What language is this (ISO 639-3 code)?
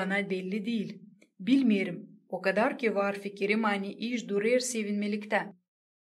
gag